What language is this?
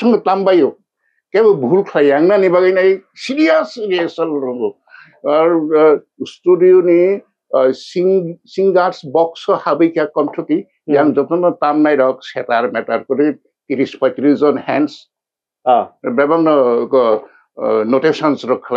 Kok Borok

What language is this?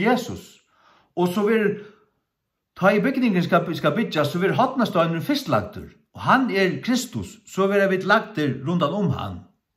Faroese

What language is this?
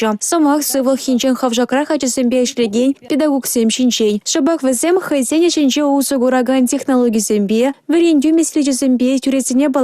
Chuvash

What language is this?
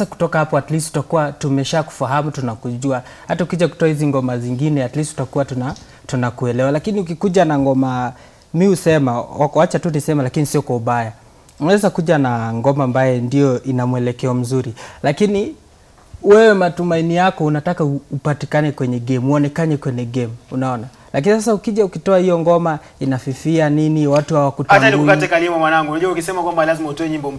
Swahili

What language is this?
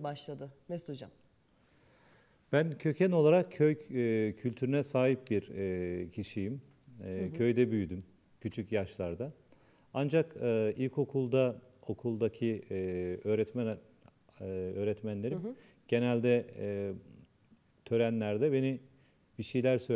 Turkish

